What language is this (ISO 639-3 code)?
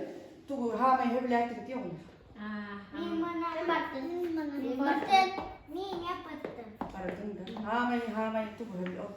sah